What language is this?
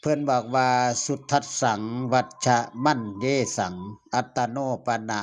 Northeastern Thai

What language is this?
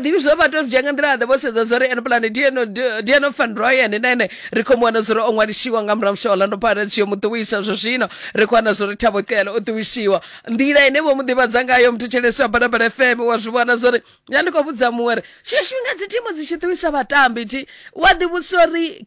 Venda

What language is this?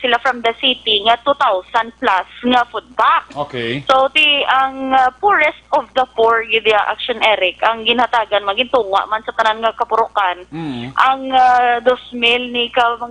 Hiligaynon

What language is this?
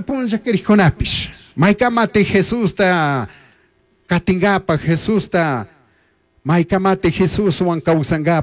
Chimborazo Highland Quichua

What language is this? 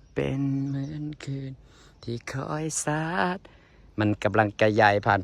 Lao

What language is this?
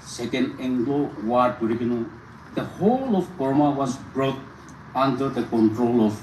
Naga Pidgin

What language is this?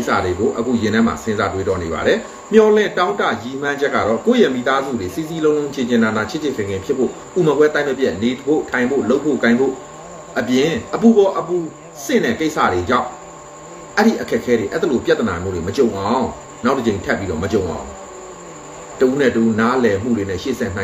Burmese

